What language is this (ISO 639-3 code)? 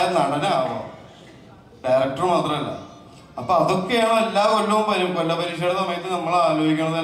mal